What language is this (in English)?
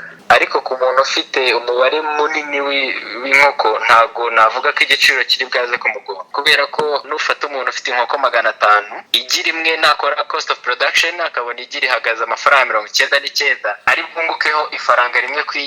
Kinyarwanda